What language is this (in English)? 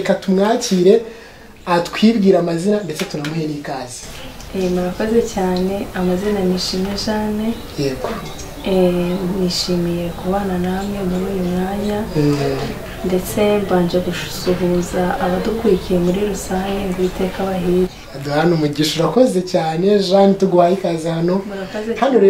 Kinyarwanda